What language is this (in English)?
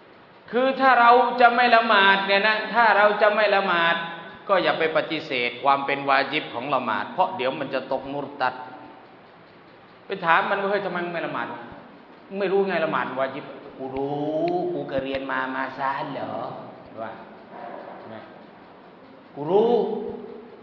Thai